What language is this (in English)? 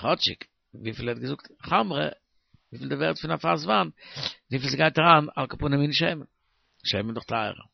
Yiddish